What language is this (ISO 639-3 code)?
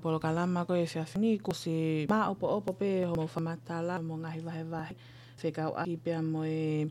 ton